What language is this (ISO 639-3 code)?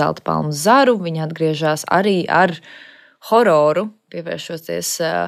lav